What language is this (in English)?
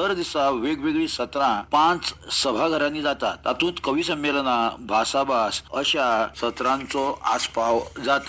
Konkani